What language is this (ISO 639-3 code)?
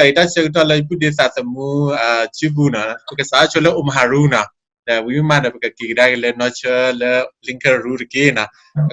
ksw